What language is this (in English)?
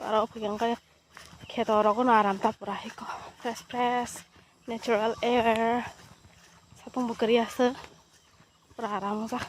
Kok Borok